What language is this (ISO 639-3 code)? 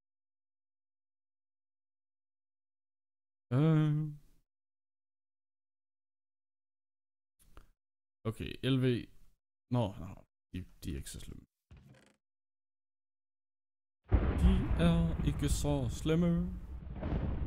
dan